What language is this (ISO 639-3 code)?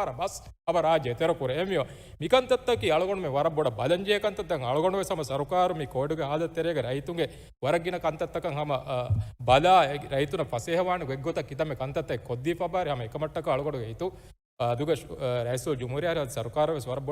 div